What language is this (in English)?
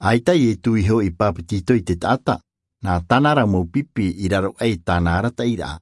Tahitian